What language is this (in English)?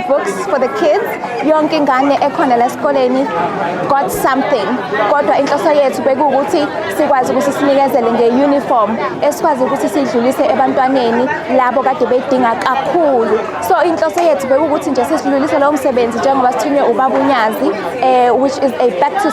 Zulu